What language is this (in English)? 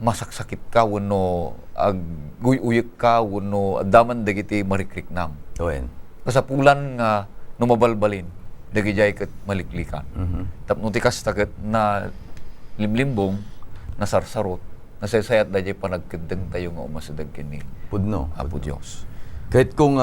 Iloko